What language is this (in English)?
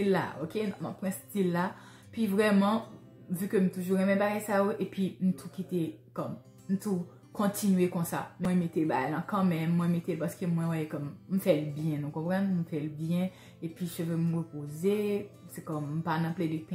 Haitian Creole